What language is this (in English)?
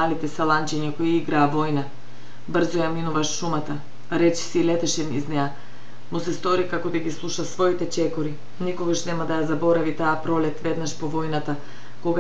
Macedonian